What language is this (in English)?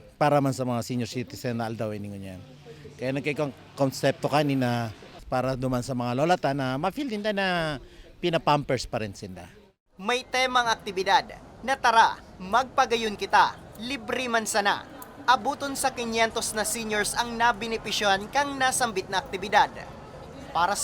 Bikol